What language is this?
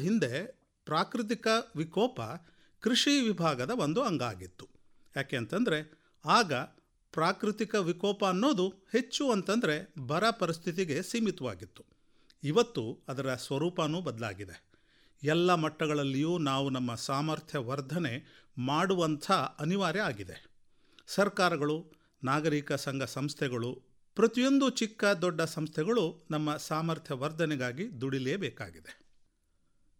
Kannada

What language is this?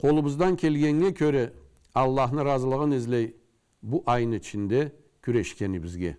Karachay-Balkar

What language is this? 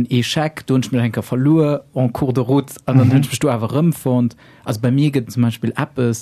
Luxembourgish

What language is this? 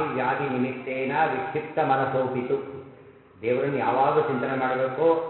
Kannada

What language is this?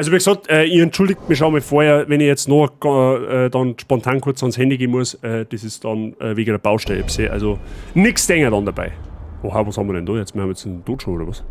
Bavarian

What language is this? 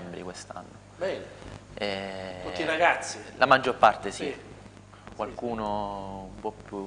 Italian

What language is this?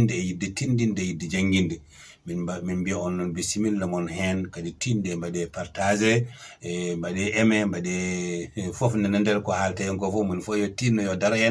Fula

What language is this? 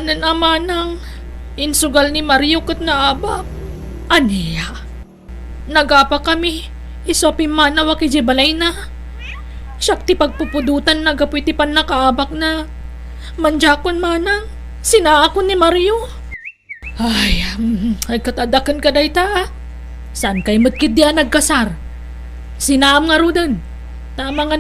Iloko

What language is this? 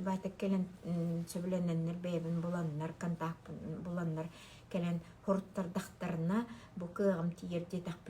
Yakut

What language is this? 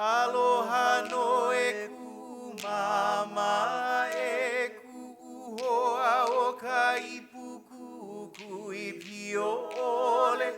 Hawaiian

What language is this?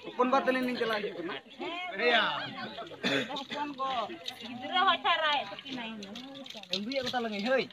Santali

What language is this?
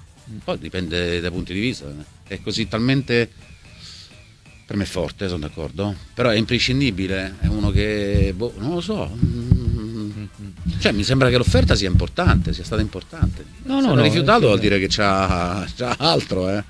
Italian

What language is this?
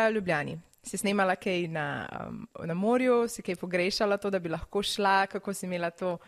Slovenian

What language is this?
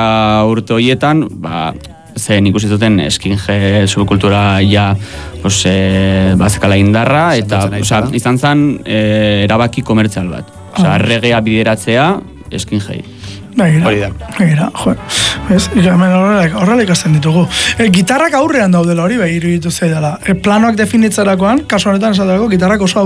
Basque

